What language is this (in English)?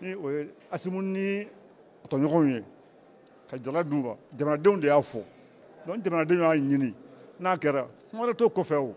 Bambara